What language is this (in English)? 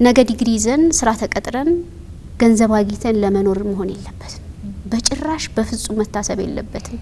Amharic